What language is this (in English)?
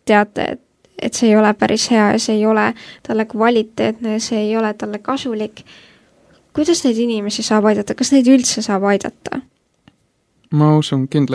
Estonian